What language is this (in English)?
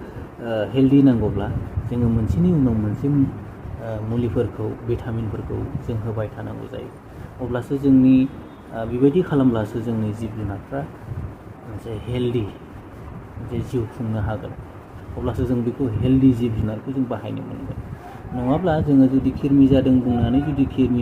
Bodo